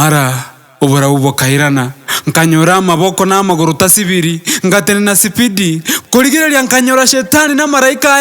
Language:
Gusii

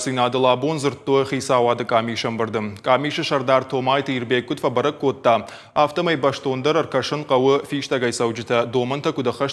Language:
Ossetic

